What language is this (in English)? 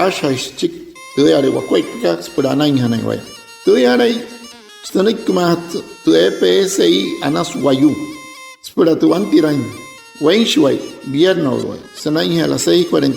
Wayuu